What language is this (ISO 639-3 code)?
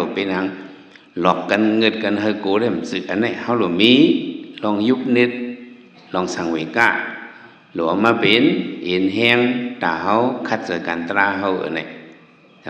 shn